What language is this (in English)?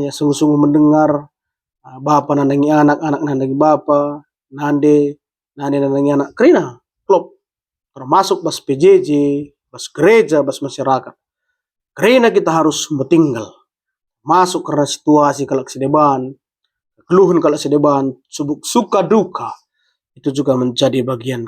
Batak Karo